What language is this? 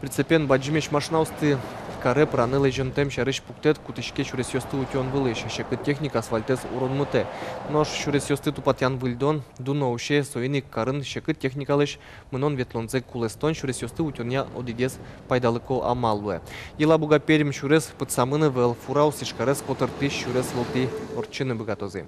Udmurt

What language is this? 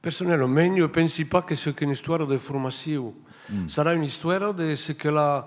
Occitan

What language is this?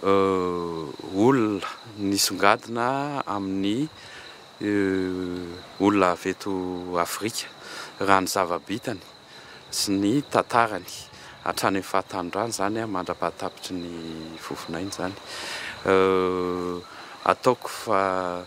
Malagasy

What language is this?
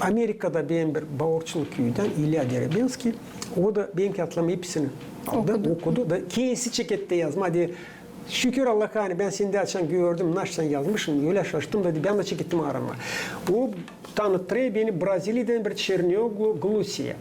Gagauz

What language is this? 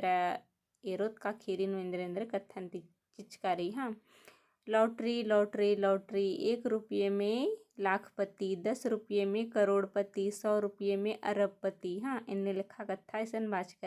Kurukh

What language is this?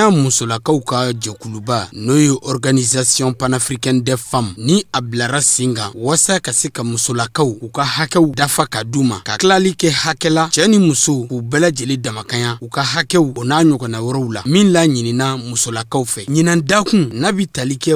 Bambara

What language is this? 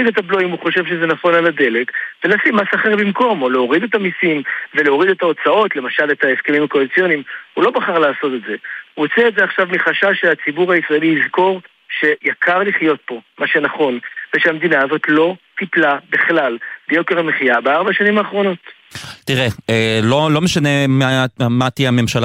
Hebrew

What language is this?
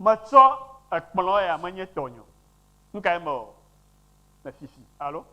Ewe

